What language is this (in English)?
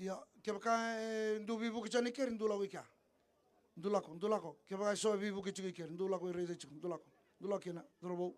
Fijian